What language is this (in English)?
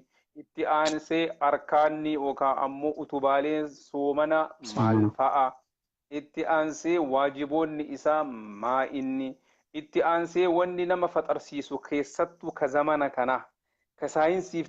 Oromo